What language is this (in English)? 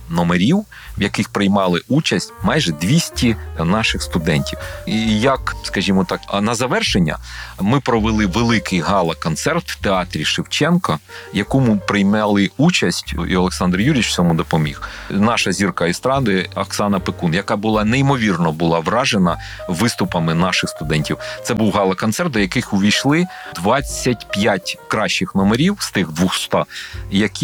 Ukrainian